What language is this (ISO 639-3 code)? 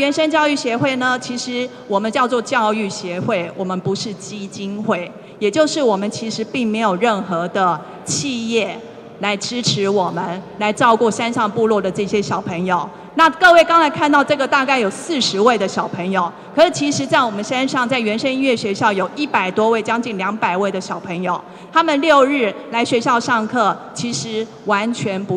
zho